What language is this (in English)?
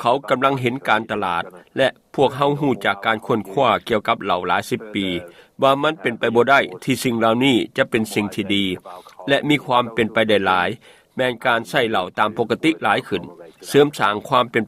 Lao